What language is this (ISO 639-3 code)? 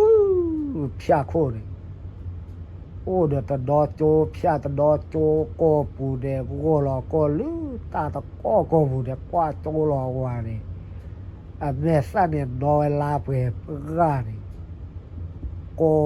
ksw